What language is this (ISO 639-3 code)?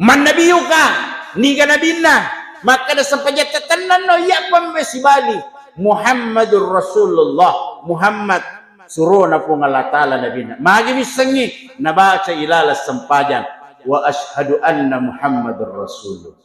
bug